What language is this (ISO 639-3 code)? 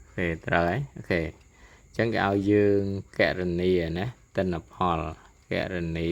khm